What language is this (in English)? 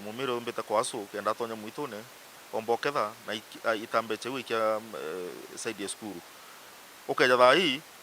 Meru